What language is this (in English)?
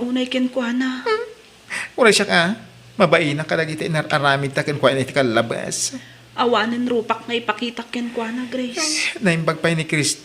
Iloko